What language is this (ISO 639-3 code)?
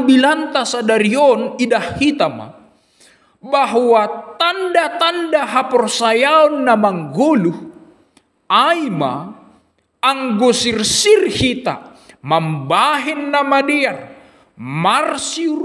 bts